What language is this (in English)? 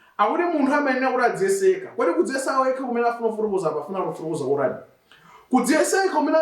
Nyanja